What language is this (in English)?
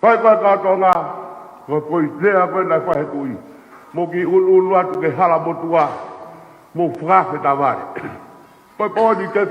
Tongan